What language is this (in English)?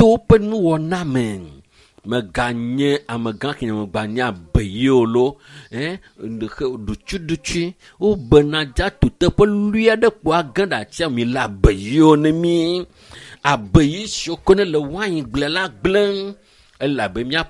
Ewe